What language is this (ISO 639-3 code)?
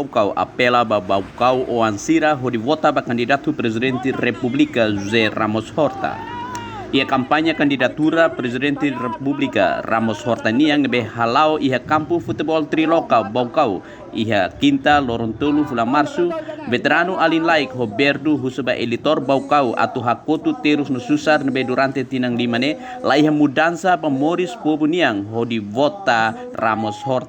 tet